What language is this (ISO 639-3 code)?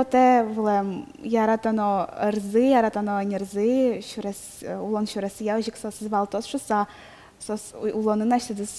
udm